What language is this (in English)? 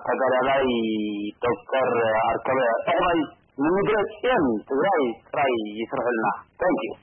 Tigrinya